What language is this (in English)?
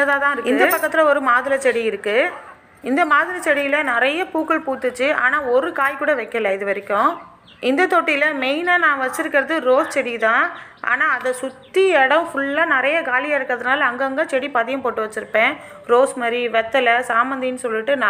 Tamil